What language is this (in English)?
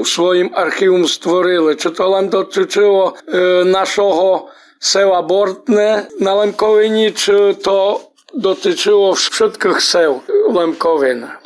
Rusyn